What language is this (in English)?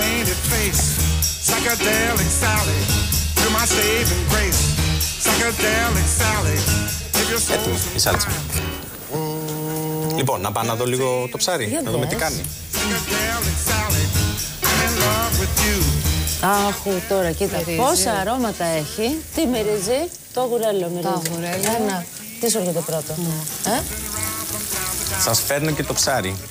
Greek